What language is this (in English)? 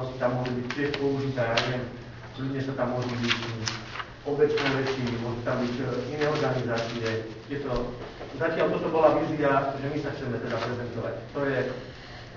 Slovak